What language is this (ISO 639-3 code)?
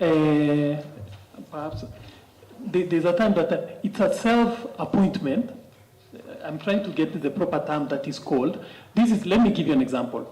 kam